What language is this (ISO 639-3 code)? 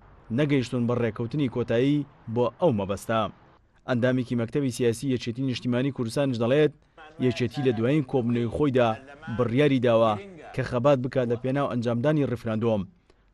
ckb